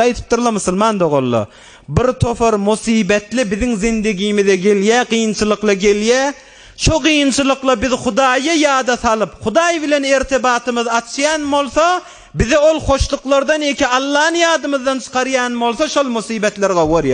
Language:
Turkmen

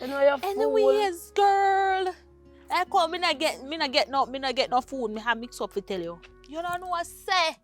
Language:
Jamaican Creole English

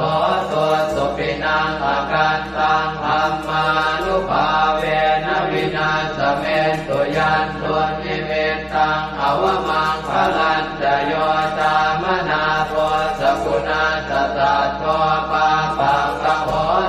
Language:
Pali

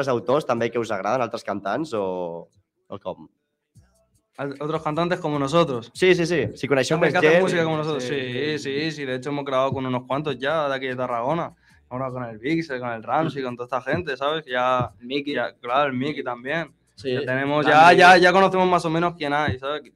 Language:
Catalan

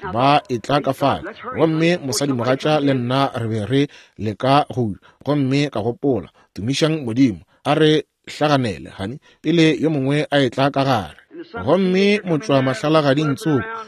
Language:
Northern Sotho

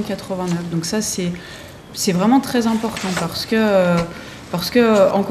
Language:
French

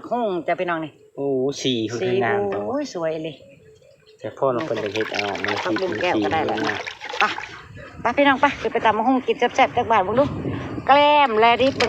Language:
Northeastern Thai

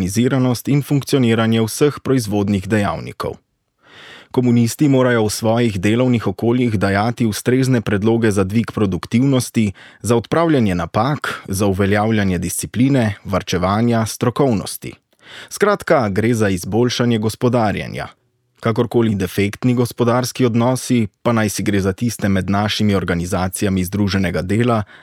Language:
Slovenian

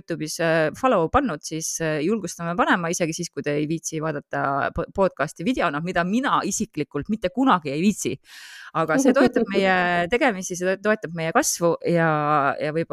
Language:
Estonian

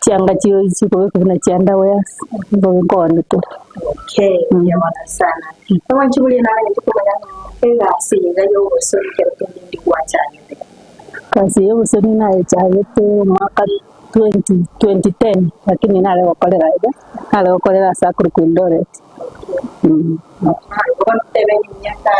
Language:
Gusii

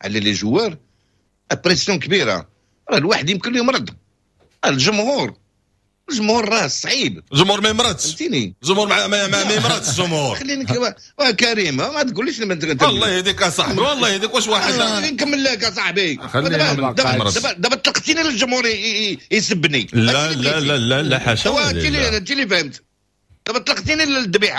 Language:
Moroccan Arabic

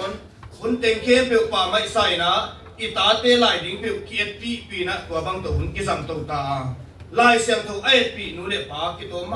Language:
Tedim Chin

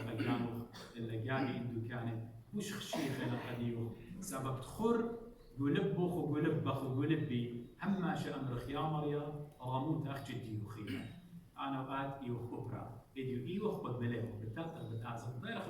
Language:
Assyrian Neo-Aramaic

